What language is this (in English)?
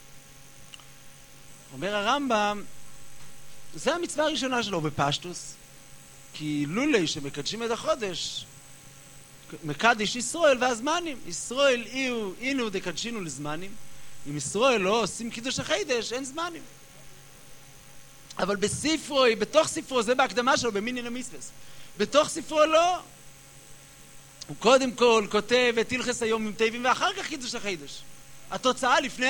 Hebrew